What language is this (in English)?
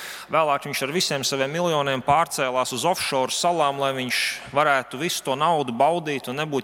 Latvian